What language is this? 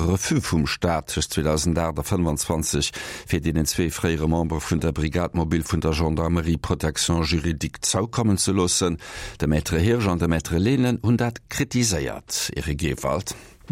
Luxembourgish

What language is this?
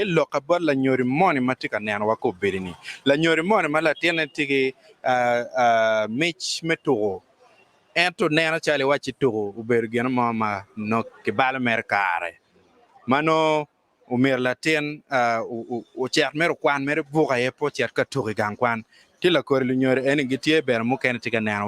Acoli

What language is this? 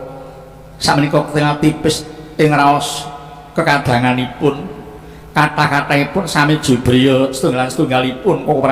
Javanese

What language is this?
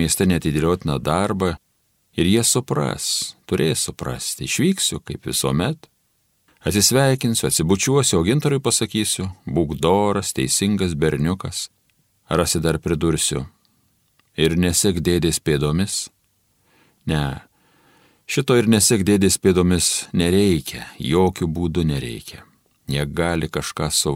Lithuanian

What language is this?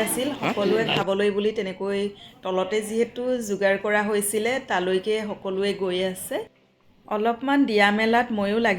Assamese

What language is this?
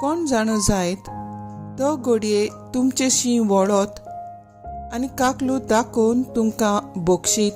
Konkani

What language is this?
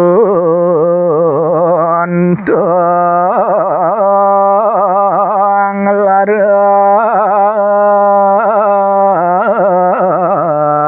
Balinese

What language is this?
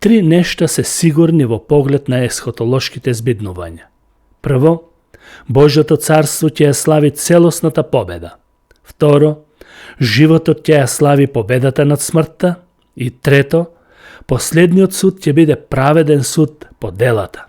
Macedonian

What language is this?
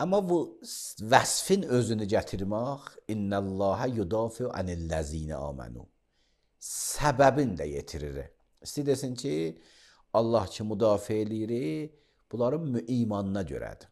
Azerbaijani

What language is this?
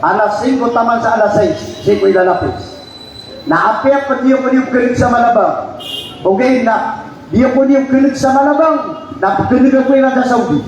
Maranao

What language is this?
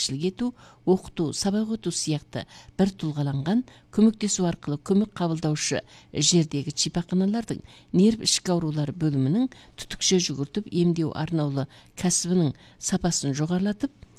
Kazakh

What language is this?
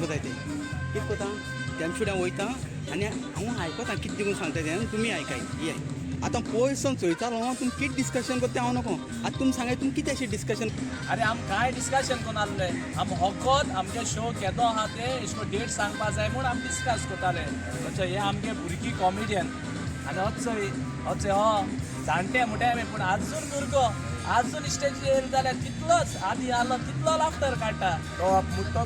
Konkani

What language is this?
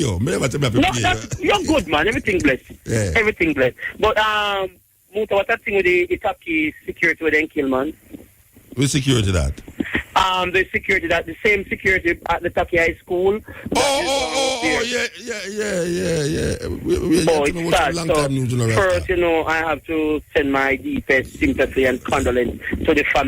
Jamaican Creole English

